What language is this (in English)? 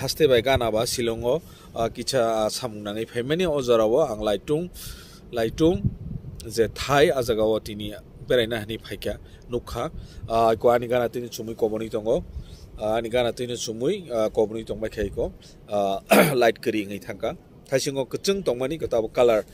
Kok Borok